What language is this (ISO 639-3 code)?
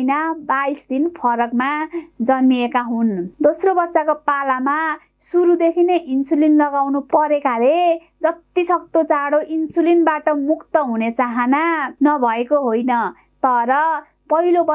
nep